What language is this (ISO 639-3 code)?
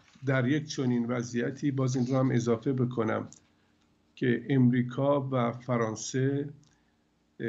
fas